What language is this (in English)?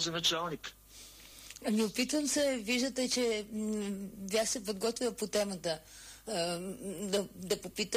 Bulgarian